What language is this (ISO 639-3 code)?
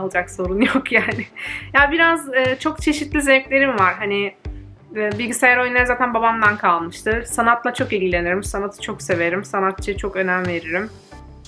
tur